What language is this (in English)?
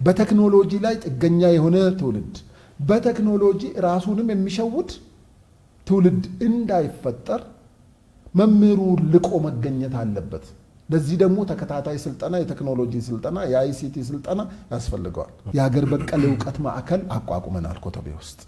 Amharic